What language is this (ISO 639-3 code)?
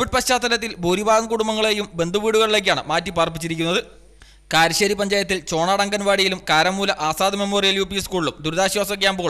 mal